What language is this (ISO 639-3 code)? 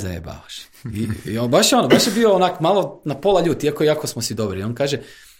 hrv